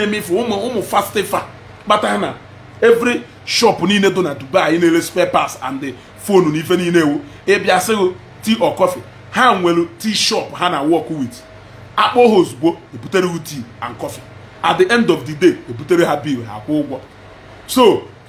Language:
Igbo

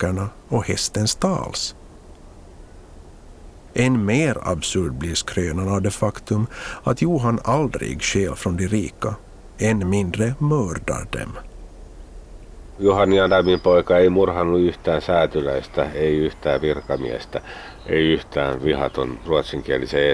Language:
Swedish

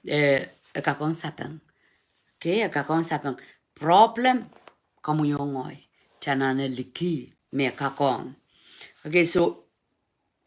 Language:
Pohnpeian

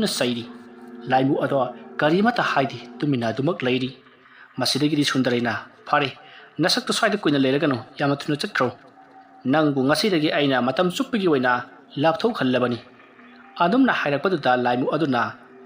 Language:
Manipuri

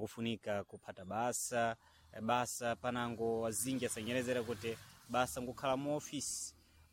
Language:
Sena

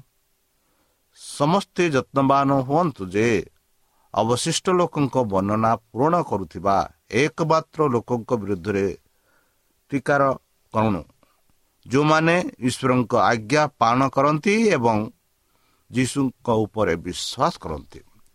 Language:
Odia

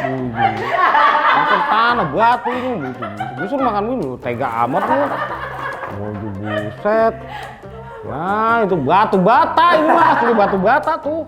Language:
Betawi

